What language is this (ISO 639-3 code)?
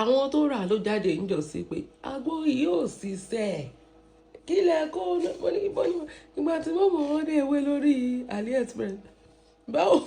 yor